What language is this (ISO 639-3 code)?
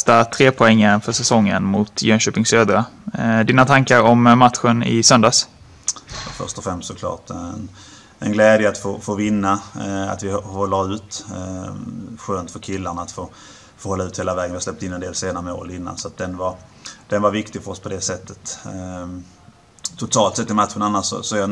swe